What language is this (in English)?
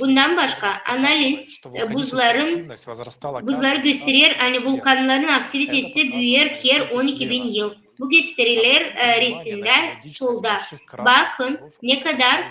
Gagauz